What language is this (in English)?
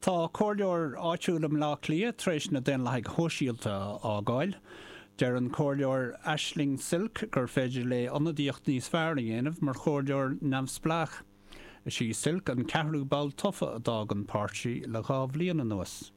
Irish